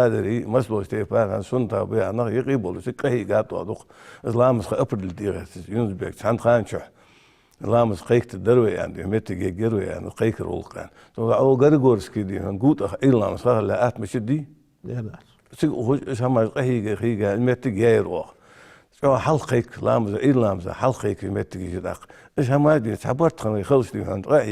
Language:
Ingush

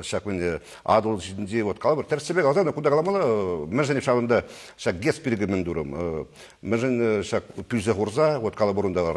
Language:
Chuvash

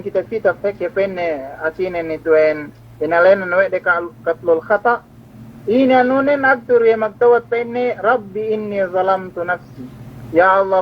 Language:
Yakan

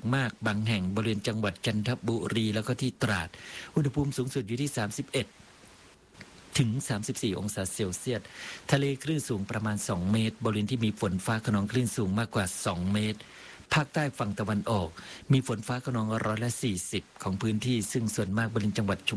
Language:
Thai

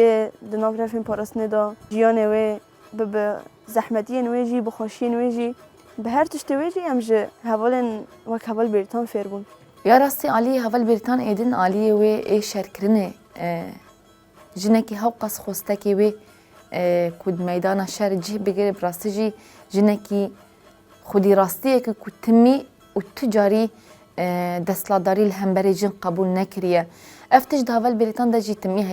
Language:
Kurdish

